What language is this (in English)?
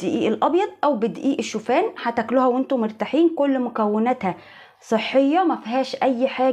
Egyptian Arabic